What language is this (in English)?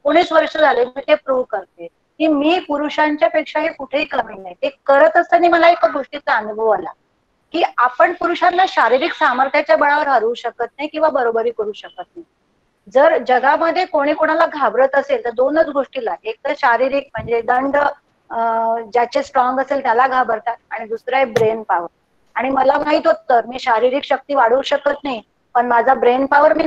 Marathi